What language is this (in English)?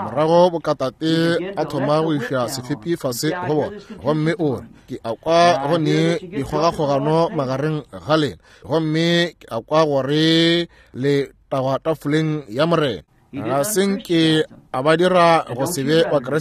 Northern Sotho